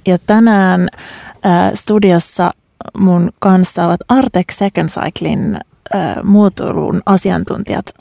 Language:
Finnish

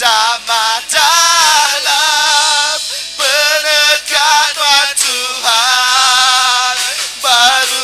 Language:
Iban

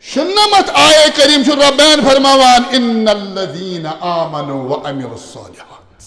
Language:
Kashmiri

